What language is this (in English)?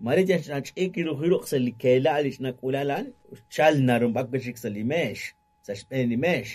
Kekchí